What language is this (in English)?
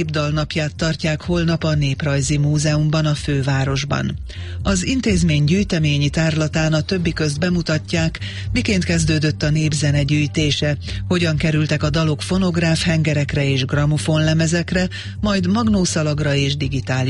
Hungarian